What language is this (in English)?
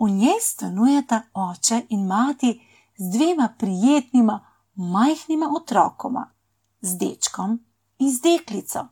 Slovenian